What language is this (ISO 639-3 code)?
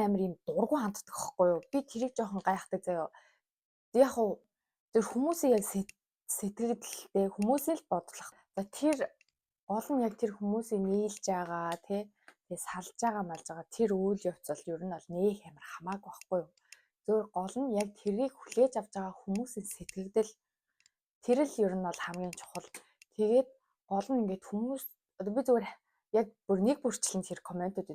mon